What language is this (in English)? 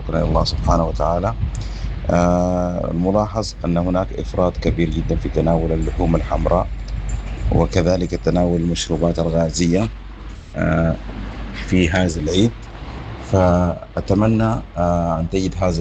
Sudanese Arabic